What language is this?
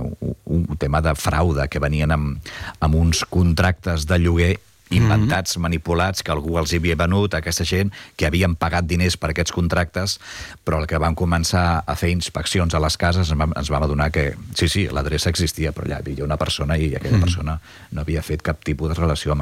Catalan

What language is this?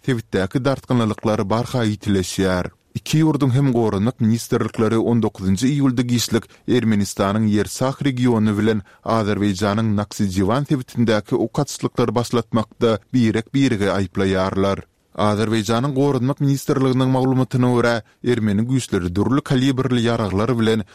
Turkmen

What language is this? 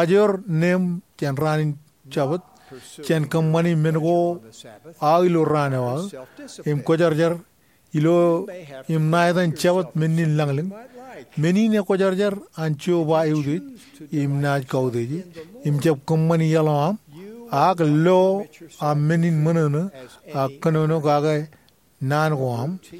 Marshallese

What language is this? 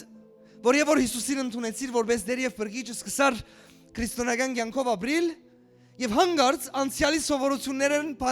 Western Armenian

